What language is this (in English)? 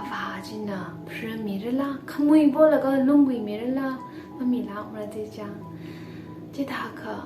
Tangkhul Naga (India)